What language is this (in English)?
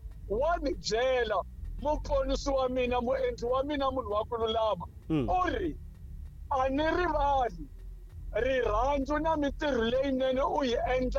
Tsonga